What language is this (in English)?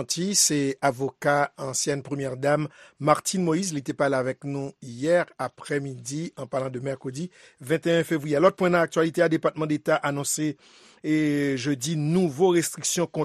Haitian Creole